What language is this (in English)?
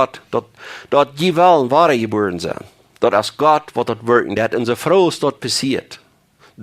Plautdietsch